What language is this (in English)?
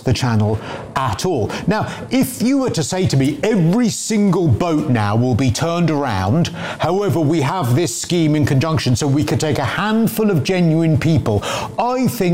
English